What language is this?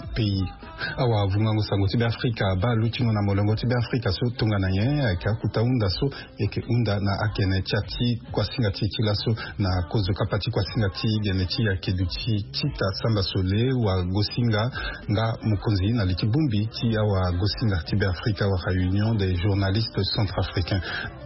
Sango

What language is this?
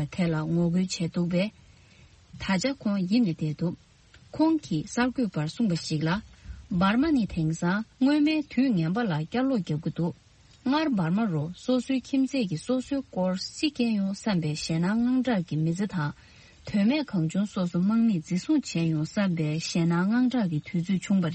Tibetan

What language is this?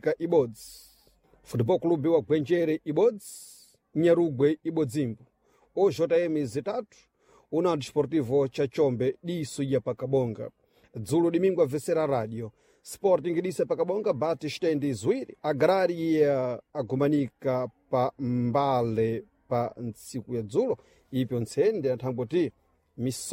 Sena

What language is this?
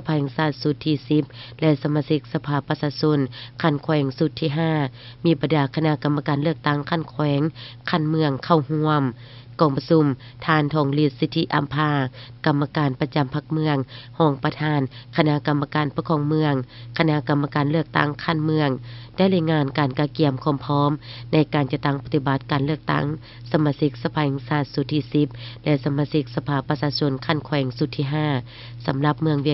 Lao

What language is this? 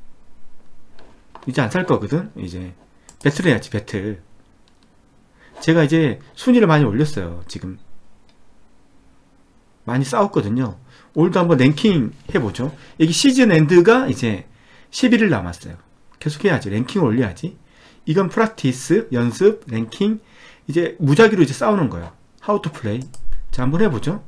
Korean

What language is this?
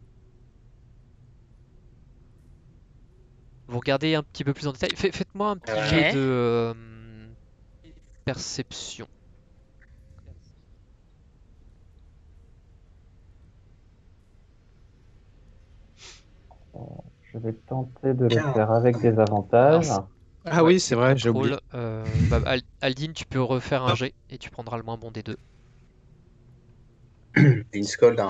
French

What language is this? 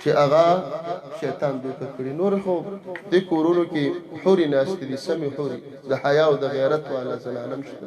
Pashto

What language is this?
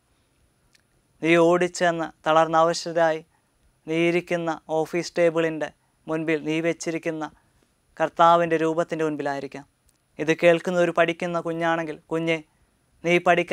Malayalam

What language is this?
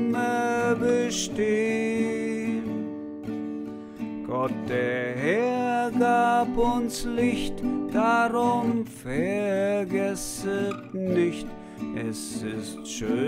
German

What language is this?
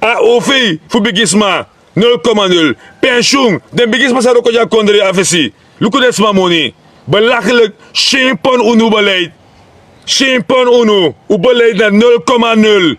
Sranan Tongo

